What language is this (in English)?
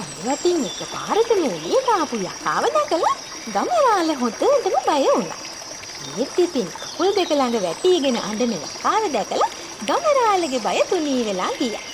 Sinhala